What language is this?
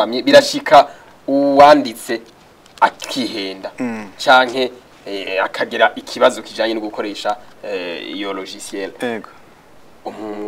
Rundi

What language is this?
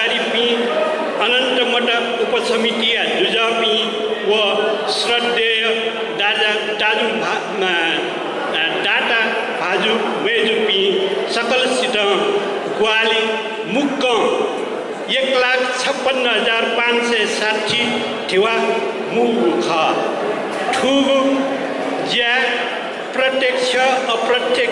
Newari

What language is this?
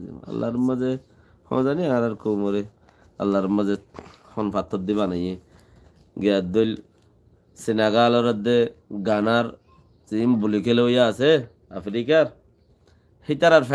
Rohingya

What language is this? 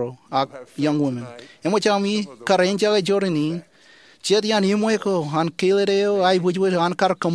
Marshallese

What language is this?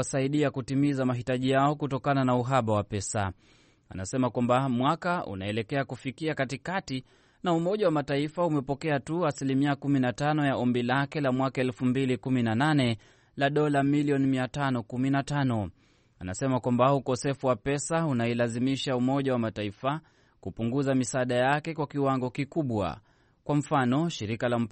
Swahili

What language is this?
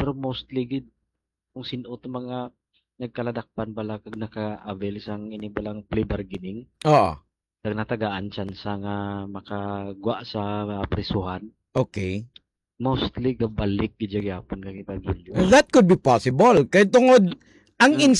Hiligaynon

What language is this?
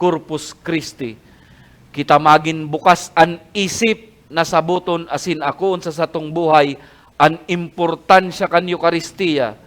Bikol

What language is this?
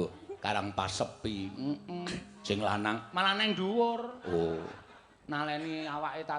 Javanese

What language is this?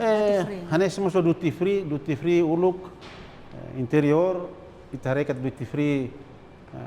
Tetum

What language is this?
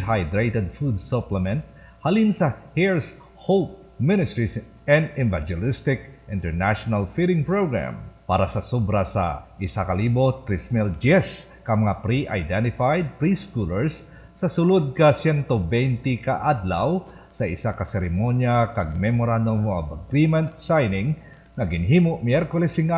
Hiligaynon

